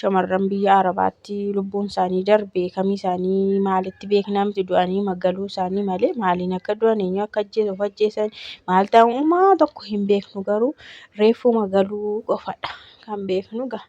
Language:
Oromo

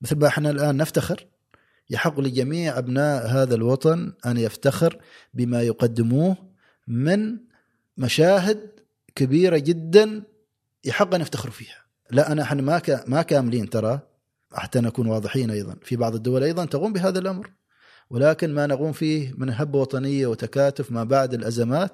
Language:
Gulf Arabic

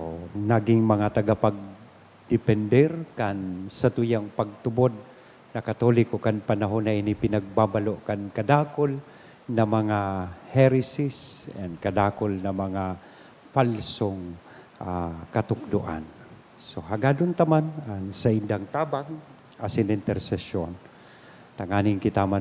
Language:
Bikol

